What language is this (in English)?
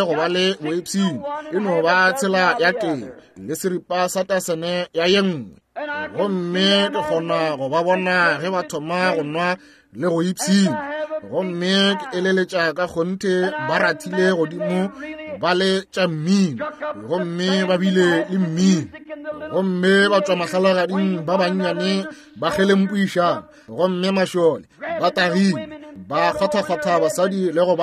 Northern Sotho